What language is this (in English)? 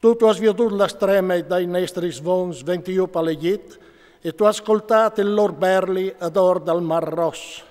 Friulian